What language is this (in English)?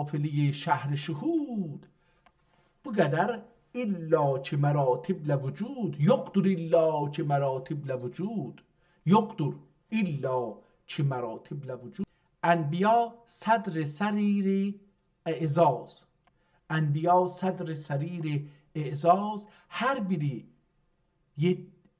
South Azerbaijani